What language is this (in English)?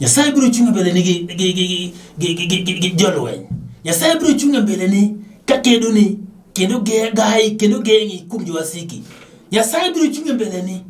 Luo (Kenya and Tanzania)